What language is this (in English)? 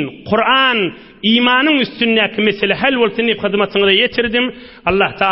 Turkmen